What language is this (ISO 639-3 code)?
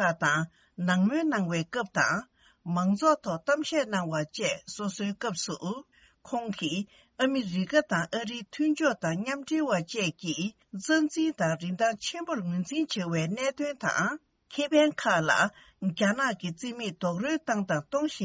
bod